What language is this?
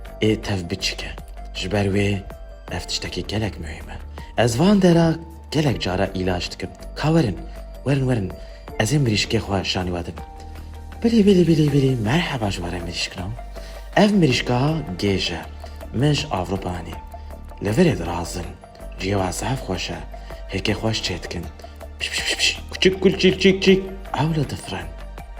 Kurdish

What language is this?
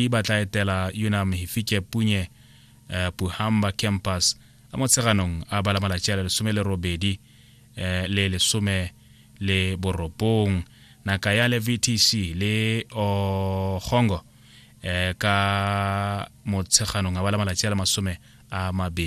Tswana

